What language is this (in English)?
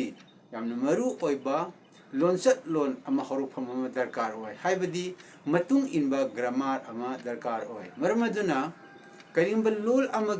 Manipuri